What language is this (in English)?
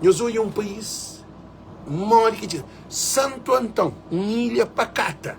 Kabuverdianu